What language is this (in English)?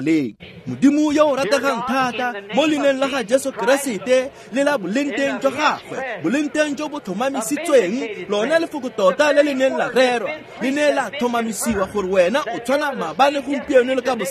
Tswana